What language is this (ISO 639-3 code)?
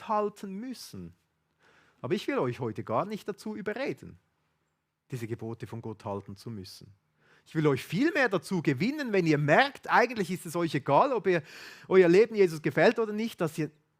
gsw